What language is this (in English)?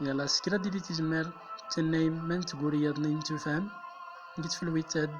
Central Atlas Tamazight